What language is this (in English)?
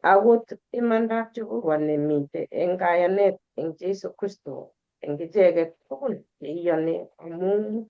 Kalenjin